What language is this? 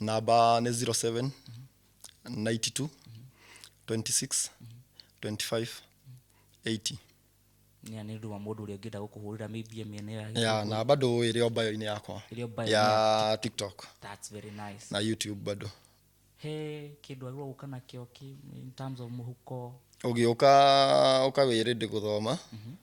Kikuyu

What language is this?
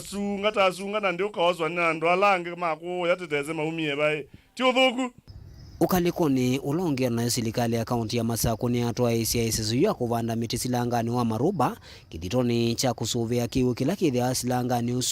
Kamba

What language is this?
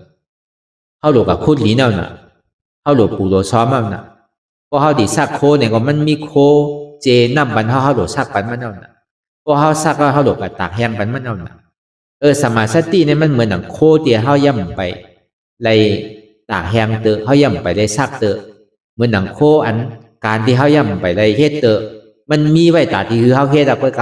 Shan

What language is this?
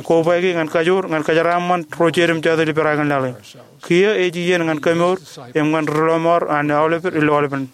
Marshallese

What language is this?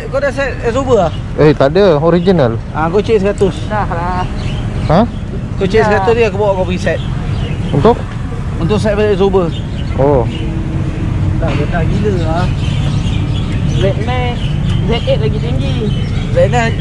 Malay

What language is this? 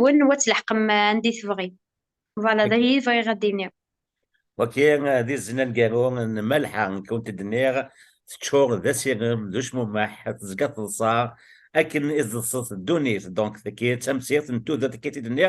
Kabyle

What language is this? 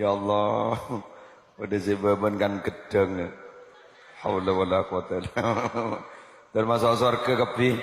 Madurese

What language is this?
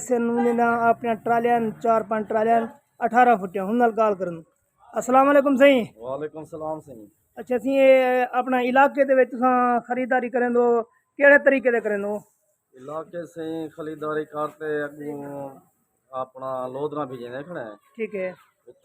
Saraiki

